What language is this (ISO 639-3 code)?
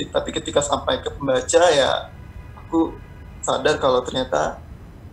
ind